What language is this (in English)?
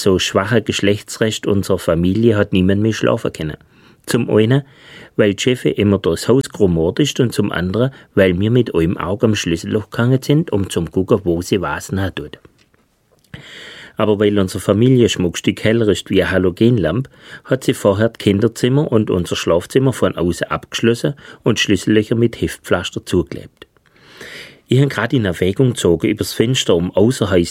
German